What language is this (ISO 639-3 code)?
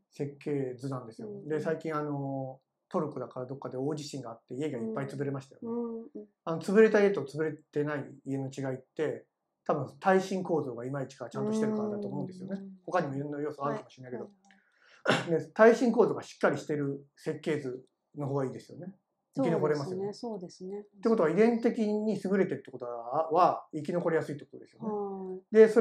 jpn